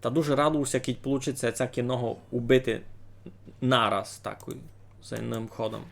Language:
Rusyn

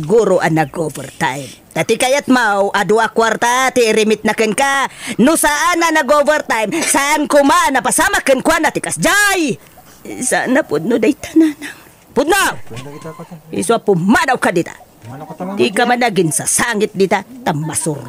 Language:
Iloko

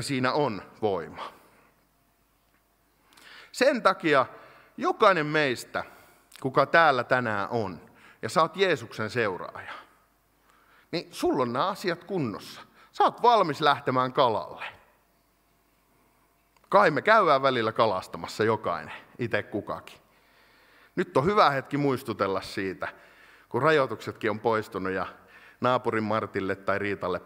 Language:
Finnish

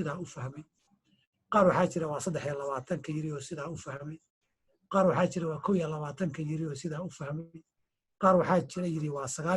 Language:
Somali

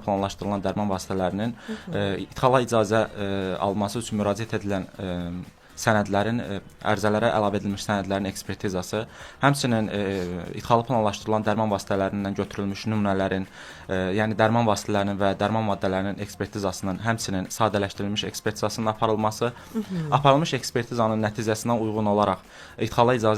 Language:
Azerbaijani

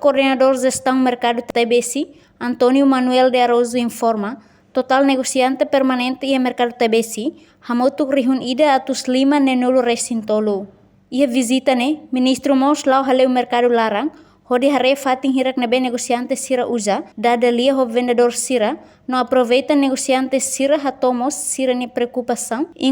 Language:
Tetum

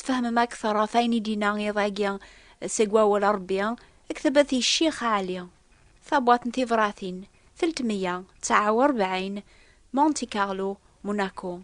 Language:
Kabyle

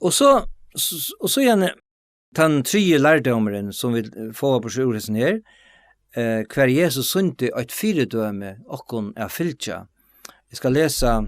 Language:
Faroese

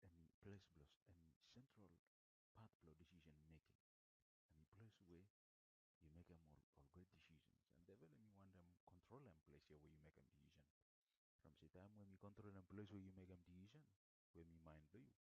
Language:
Bislama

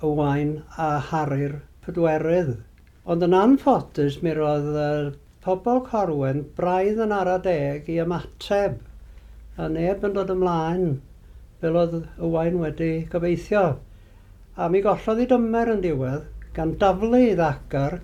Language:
Welsh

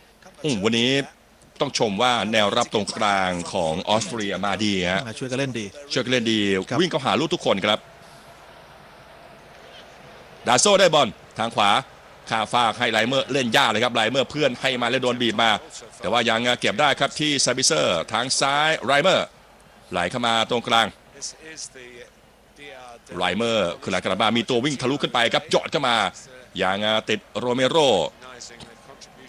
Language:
Thai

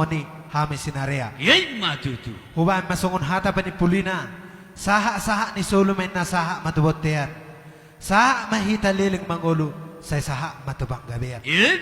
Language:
Batak Toba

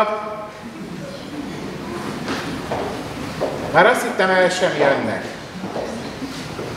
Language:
Hungarian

